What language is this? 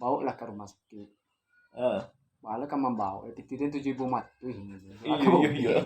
Minangkabau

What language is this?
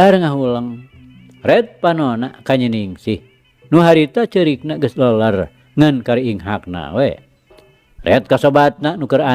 Sundanese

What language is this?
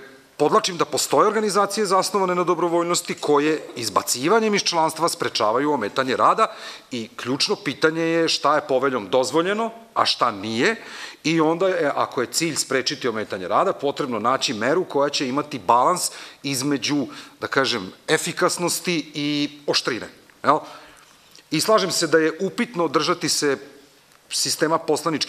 Serbian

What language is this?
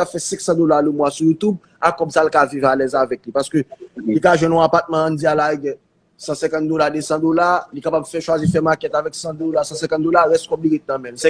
Haitian Creole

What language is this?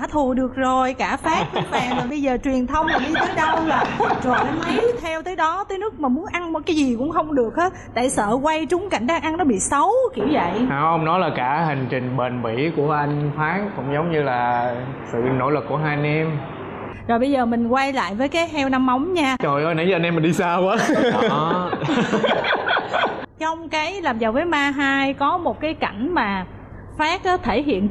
Vietnamese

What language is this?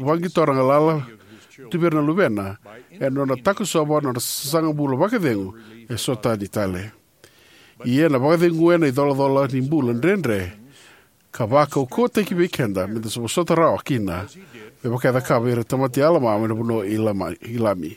Fijian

